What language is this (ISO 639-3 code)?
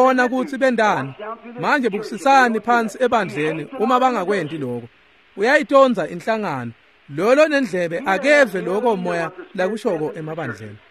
ssw